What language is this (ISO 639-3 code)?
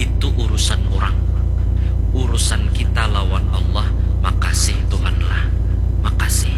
bjn